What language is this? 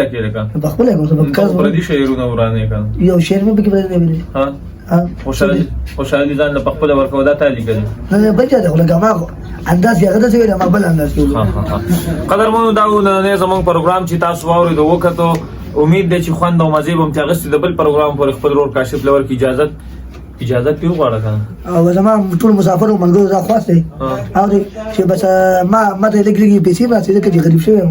Pashto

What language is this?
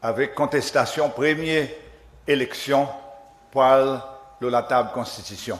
Seselwa Creole French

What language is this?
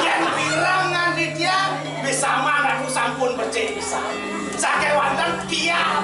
Balinese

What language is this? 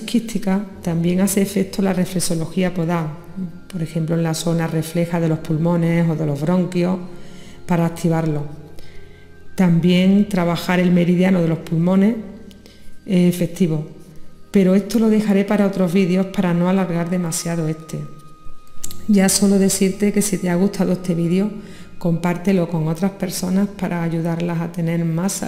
Spanish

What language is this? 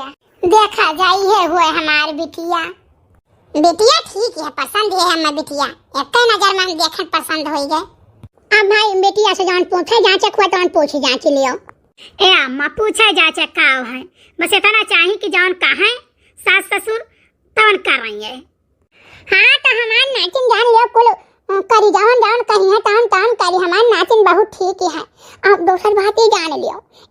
Awadhi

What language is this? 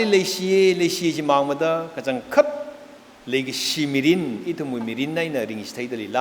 Tangkhul Naga (India)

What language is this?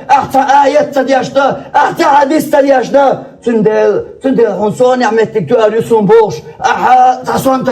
Chechen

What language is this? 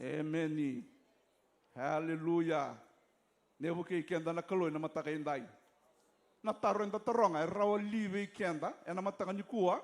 Fijian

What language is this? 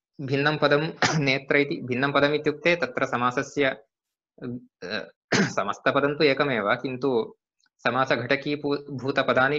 Sanskrit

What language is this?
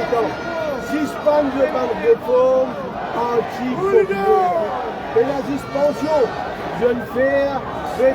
Morisyen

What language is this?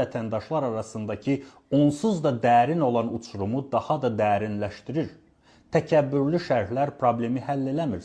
Azerbaijani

